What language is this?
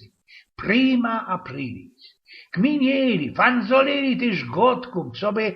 Silesian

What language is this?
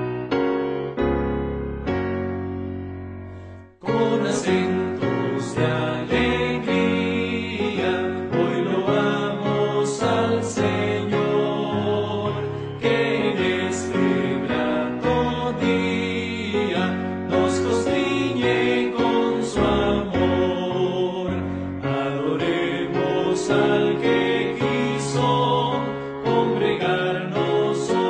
Spanish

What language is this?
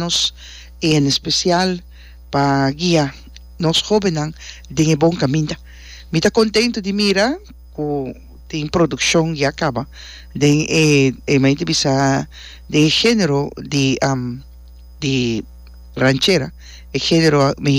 Papiamento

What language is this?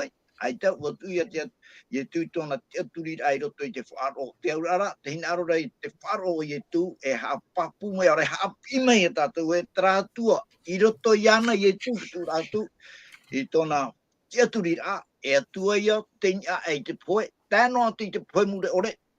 Tahitian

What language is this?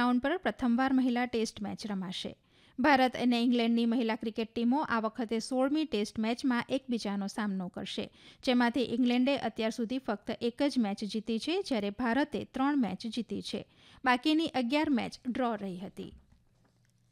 Gujarati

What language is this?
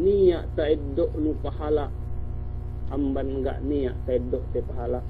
Yakan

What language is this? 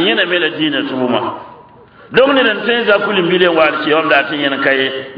Mossi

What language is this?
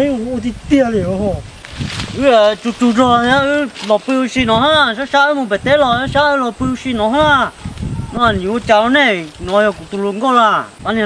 Hmong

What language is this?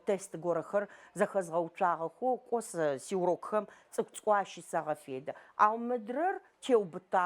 Adyghe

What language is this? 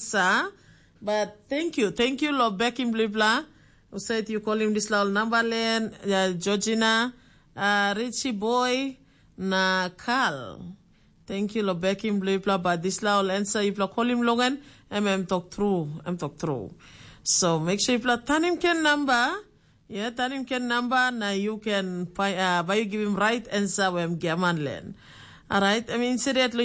Tok Pisin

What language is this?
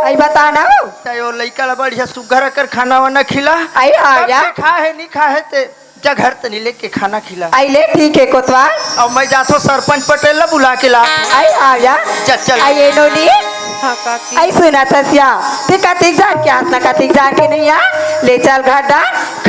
Chhattisgarhi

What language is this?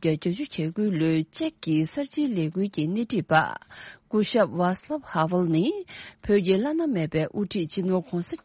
Tibetan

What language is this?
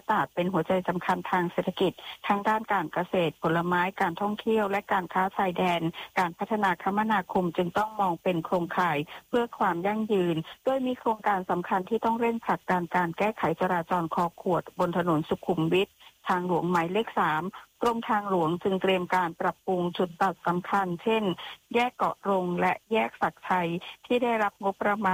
Thai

